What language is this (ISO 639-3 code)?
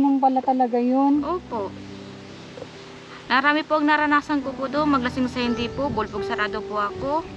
fil